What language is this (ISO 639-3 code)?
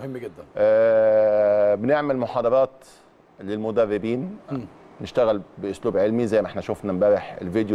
arz